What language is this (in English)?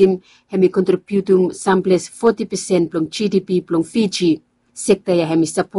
Bislama